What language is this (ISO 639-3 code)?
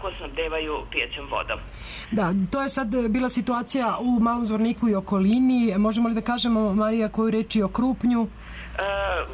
srp